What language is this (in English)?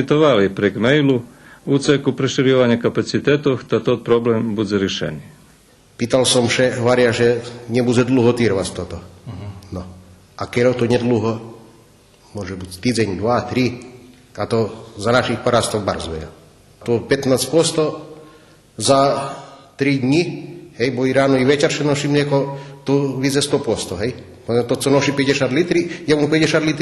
Rusyn